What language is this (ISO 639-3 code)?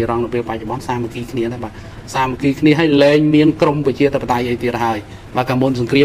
khm